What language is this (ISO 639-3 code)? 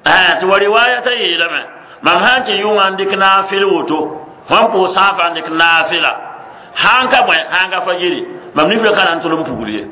mos